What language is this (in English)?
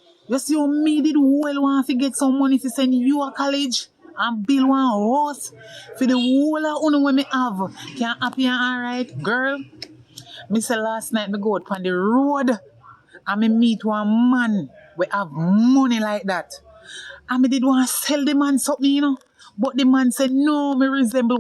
Jamaican Creole English